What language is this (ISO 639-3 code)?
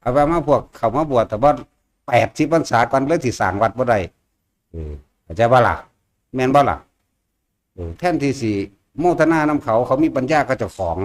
tts